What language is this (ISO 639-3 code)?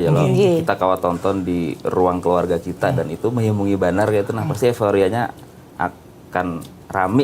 bjn